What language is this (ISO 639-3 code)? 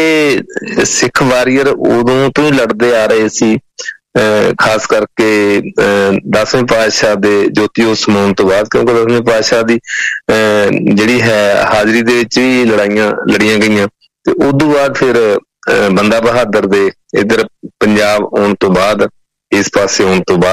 pan